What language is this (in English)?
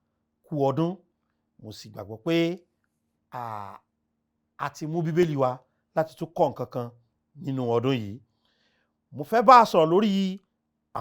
Yoruba